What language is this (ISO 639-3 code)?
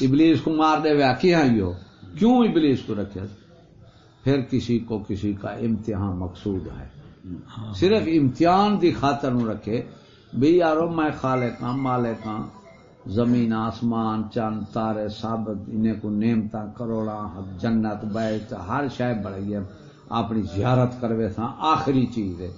skr